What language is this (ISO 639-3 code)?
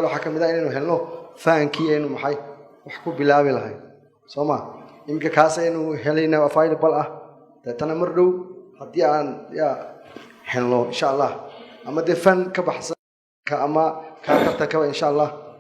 som